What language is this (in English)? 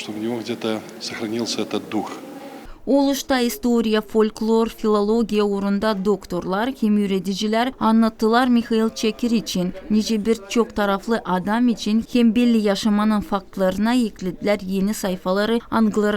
Gagauz